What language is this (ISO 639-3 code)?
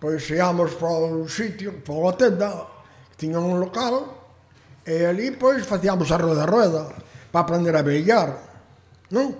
glg